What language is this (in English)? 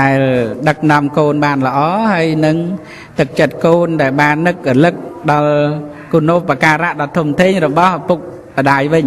Khmer